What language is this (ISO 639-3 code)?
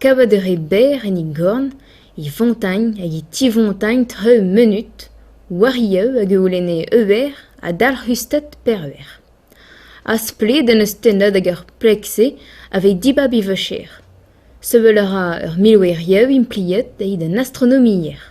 bre